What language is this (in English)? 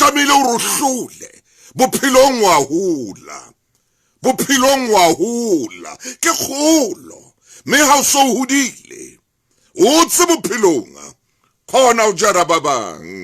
Southern Sotho